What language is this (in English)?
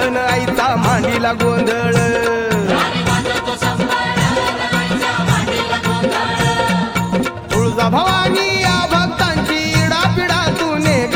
Marathi